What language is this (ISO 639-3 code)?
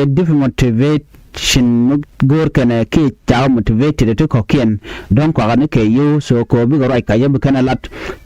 nus